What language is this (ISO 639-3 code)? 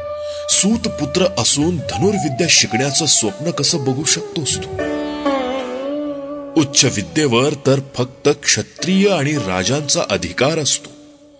mar